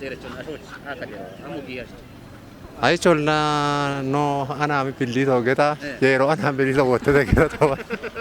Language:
Kafa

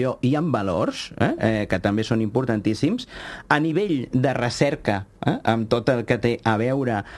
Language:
Catalan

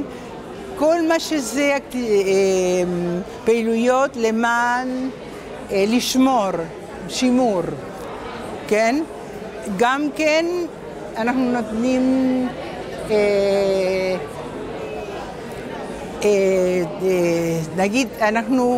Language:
Hebrew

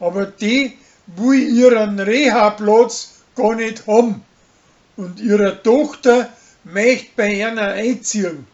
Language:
Bavarian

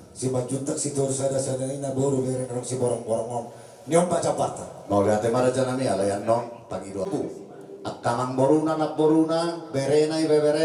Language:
Batak Toba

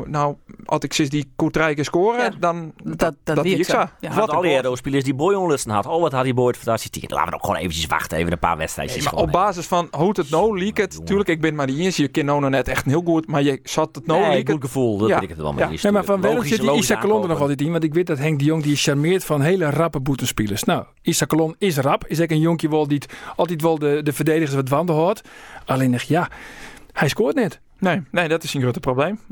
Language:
Western Frisian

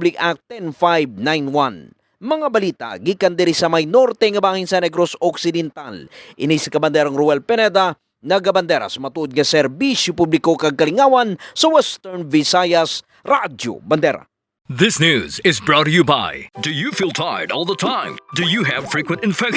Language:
Hiligaynon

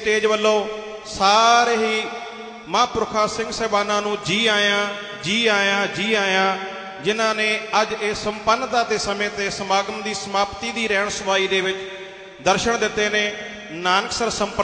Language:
Punjabi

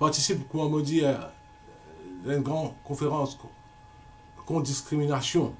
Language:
Morisyen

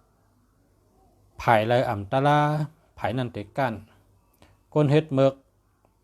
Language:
Shan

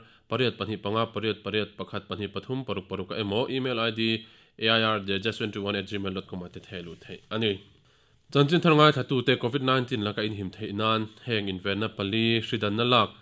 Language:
Mizo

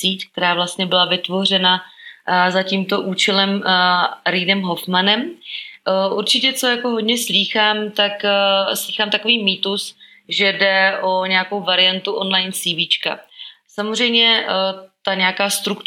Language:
Czech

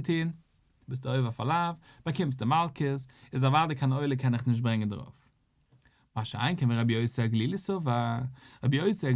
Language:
Yiddish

